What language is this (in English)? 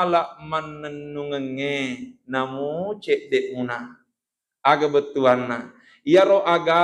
Buginese